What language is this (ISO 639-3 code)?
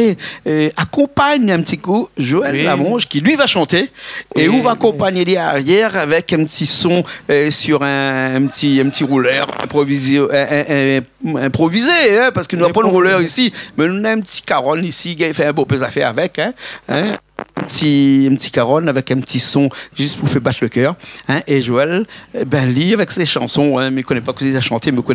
rcf